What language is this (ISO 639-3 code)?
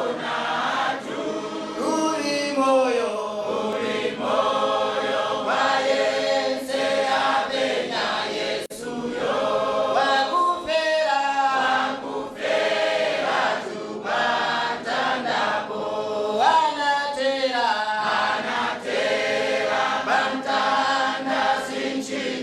nya